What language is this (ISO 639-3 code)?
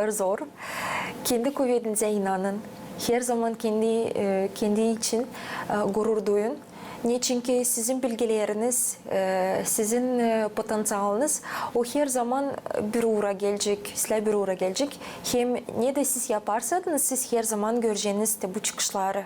gag